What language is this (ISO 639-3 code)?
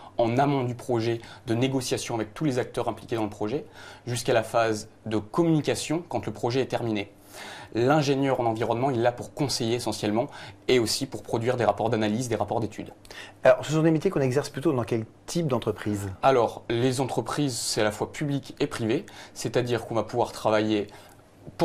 fra